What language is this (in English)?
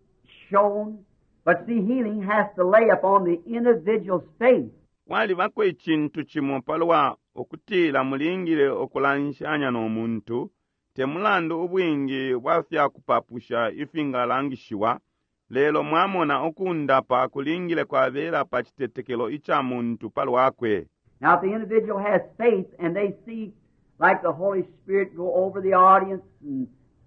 Bemba